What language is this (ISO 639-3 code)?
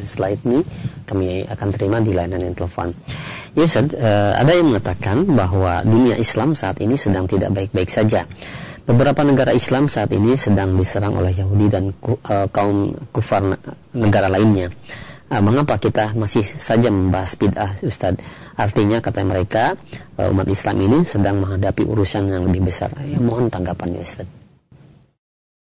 ind